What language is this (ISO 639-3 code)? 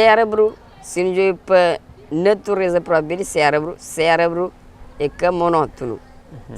kea